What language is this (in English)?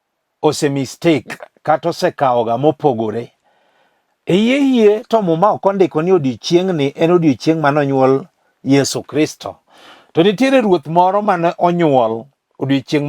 Luo (Kenya and Tanzania)